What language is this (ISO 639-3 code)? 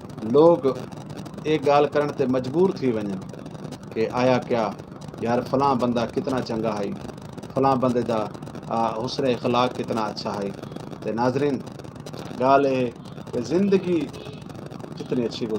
skr